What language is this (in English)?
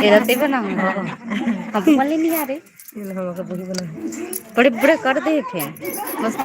Chhattisgarhi